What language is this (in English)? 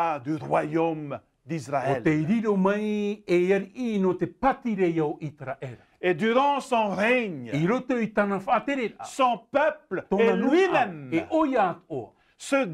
Tahitian